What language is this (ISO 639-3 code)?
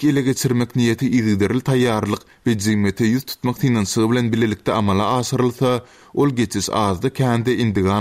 tuk